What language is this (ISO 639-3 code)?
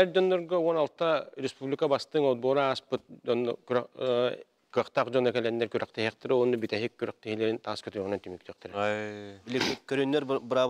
sah